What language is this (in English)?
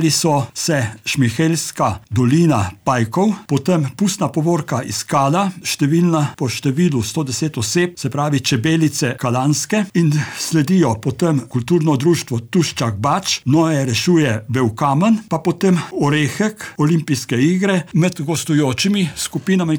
Slovenian